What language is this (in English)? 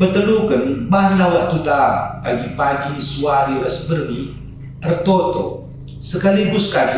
Batak Karo